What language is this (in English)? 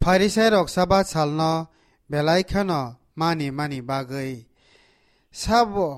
Kok Borok